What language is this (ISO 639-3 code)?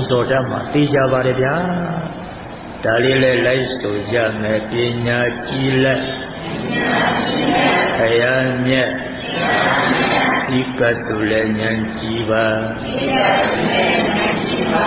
mya